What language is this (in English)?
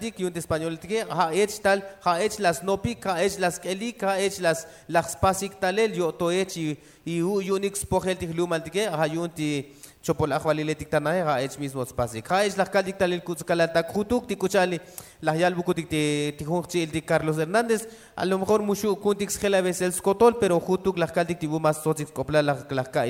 Tzotzil